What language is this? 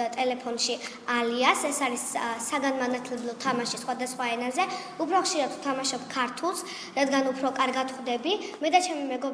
Georgian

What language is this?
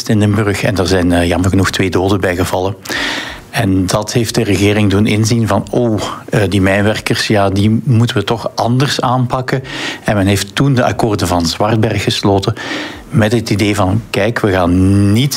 Dutch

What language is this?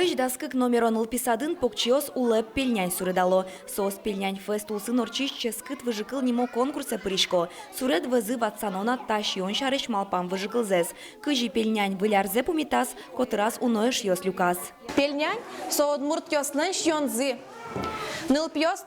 Udmurt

